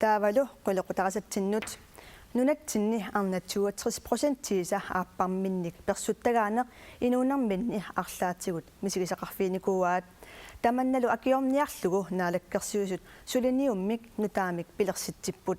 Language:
Kalaallisut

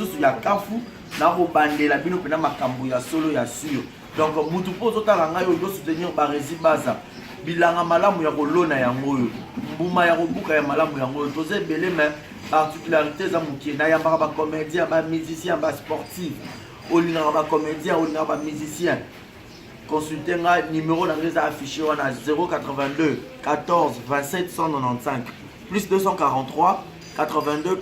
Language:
Lingala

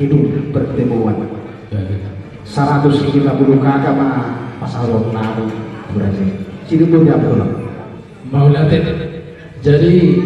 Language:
Batak Toba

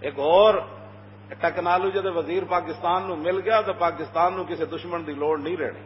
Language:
Western Panjabi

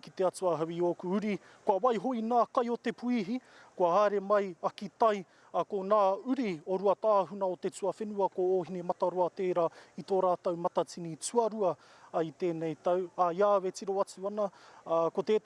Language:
Māori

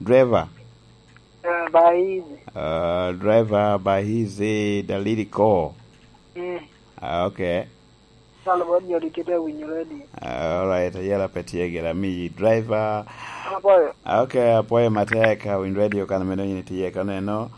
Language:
Lango (Uganda)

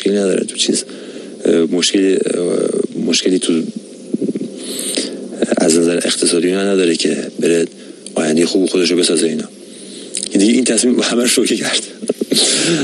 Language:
Persian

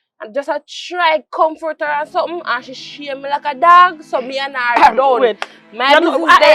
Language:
Jamaican Creole English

